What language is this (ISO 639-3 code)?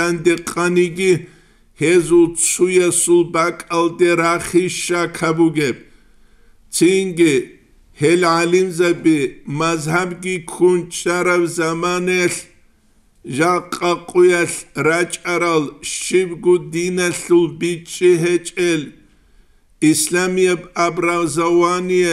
ava